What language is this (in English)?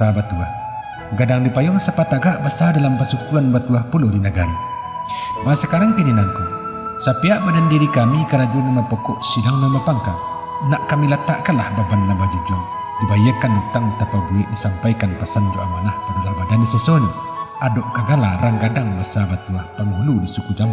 Minangkabau